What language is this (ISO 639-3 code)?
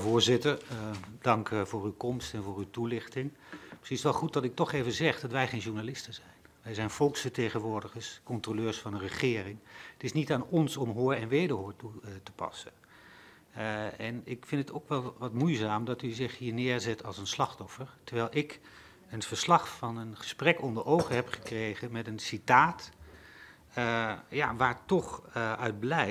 nld